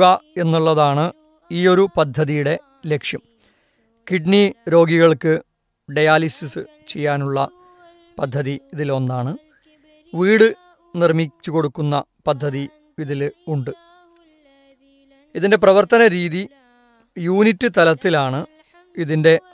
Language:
Malayalam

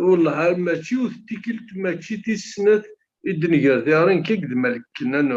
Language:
Kabyle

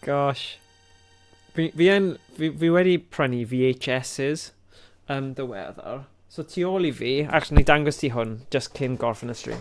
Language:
Welsh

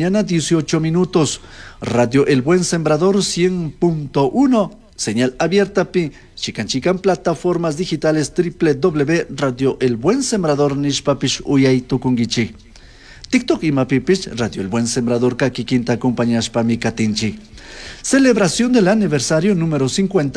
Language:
Chimborazo Highland Quichua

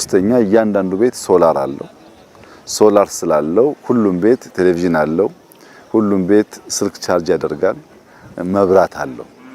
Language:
Amharic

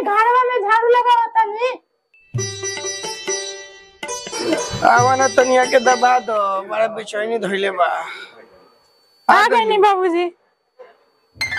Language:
Bhojpuri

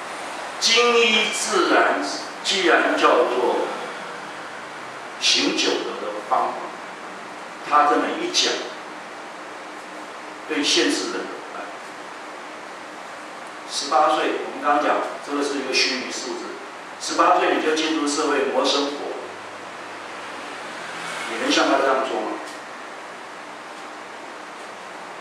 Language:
Chinese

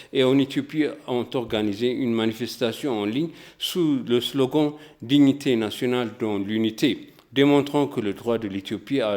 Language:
French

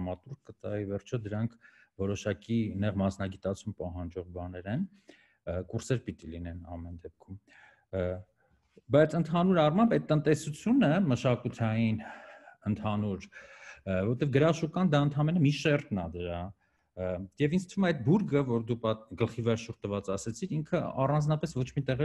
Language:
Armenian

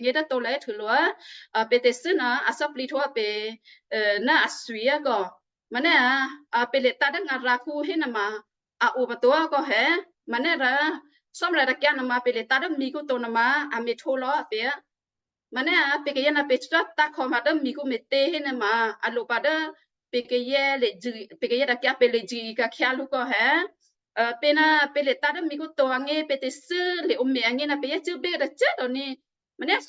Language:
Western Kayah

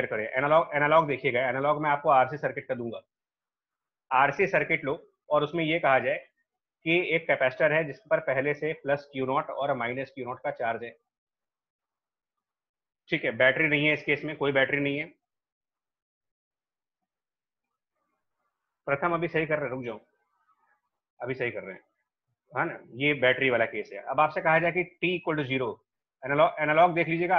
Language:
Hindi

